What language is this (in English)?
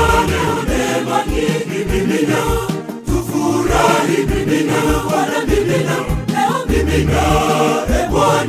Swahili